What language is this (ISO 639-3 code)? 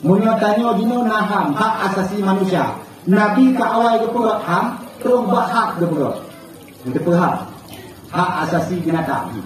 ace